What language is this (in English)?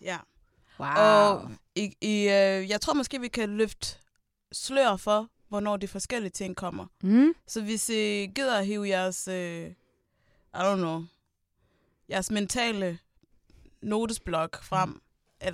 Danish